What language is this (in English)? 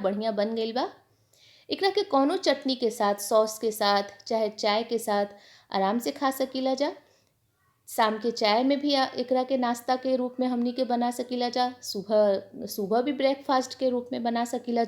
Bhojpuri